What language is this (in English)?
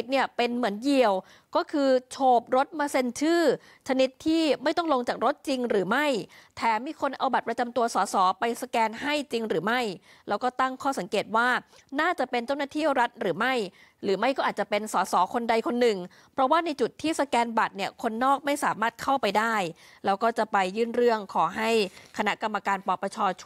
Thai